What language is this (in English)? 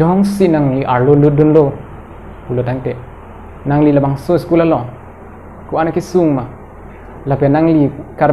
Karbi